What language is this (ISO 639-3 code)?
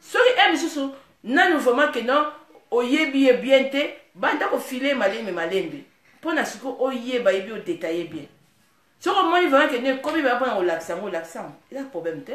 lin